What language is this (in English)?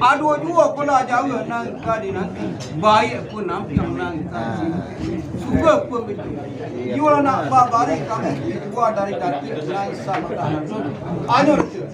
Minangkabau